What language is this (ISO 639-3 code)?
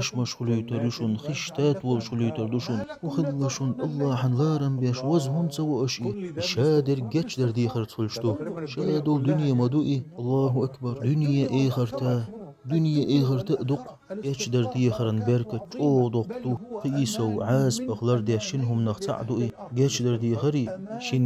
che